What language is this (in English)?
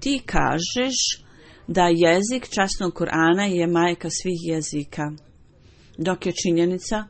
Bosnian